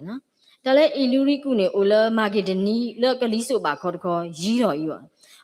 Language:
S'gaw Karen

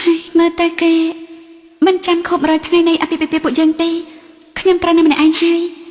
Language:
Khmer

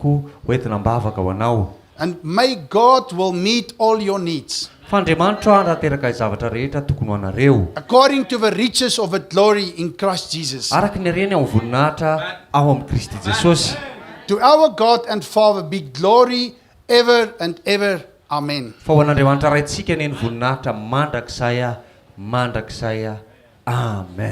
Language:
Malagasy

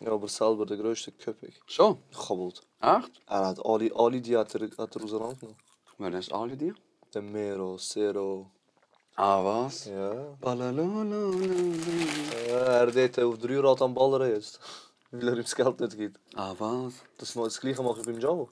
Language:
Swiss German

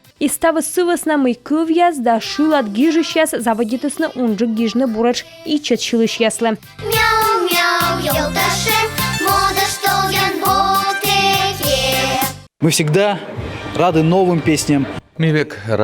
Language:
Komi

